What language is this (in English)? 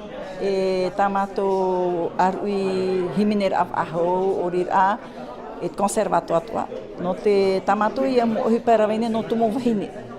Tahitian